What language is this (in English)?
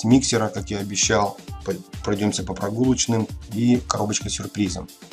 Russian